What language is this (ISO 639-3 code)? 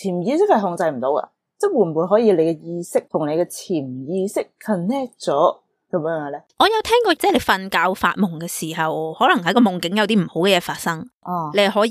yue